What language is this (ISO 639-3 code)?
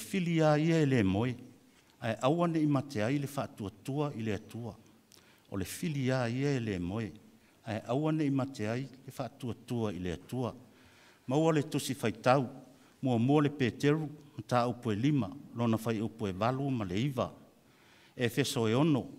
smo